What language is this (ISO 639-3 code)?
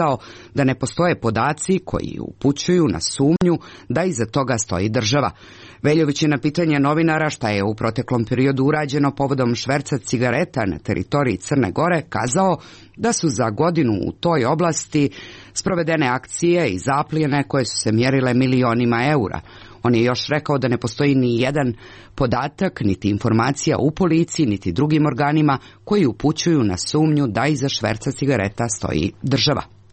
hrv